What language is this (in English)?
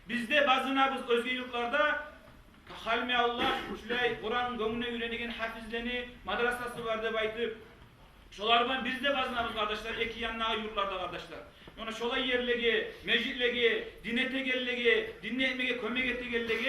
Kumyk